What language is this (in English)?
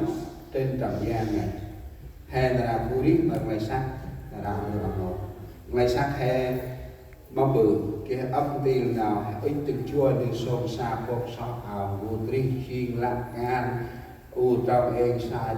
Central Mnong